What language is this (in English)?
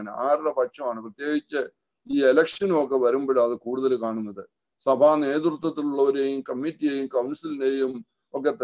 Malayalam